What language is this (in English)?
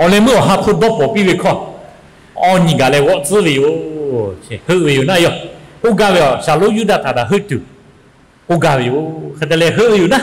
Lahu